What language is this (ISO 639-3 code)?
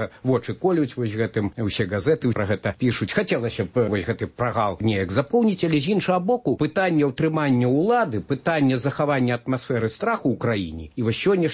bel